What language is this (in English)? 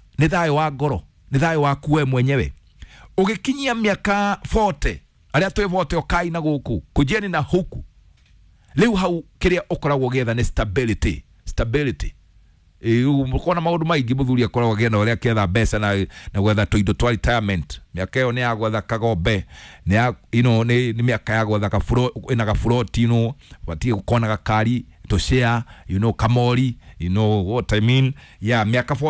Kikuyu